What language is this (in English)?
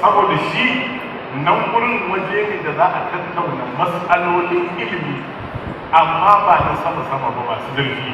Hausa